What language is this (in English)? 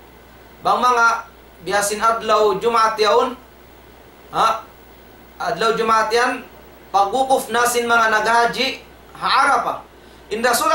Tausug